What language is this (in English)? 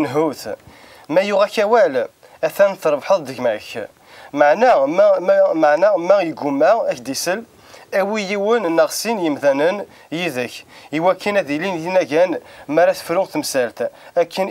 Kabyle